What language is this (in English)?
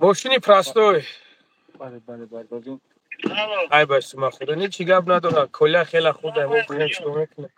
Tajik